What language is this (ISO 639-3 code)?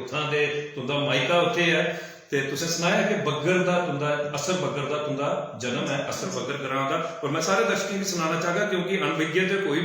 doi